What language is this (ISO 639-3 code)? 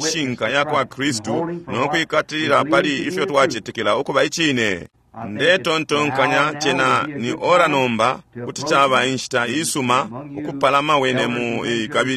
bem